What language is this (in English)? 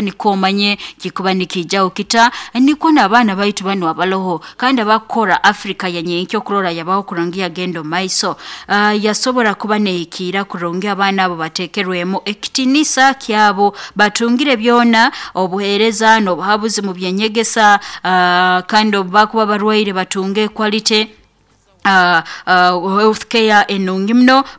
Nyoro